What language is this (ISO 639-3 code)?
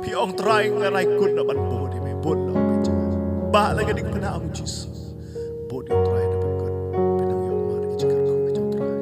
kha